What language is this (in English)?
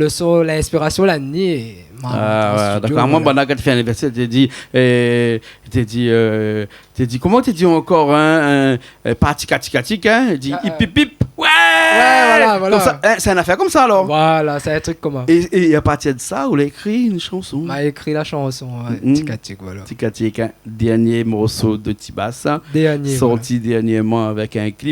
Réunion Creole French